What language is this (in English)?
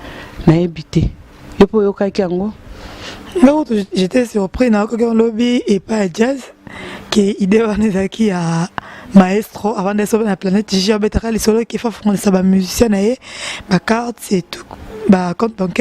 Lingala